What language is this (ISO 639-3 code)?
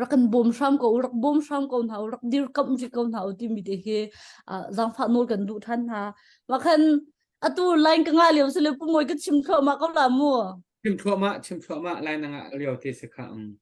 cnh